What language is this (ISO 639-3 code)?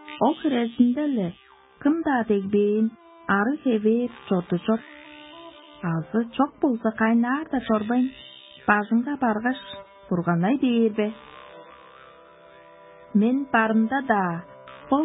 tyv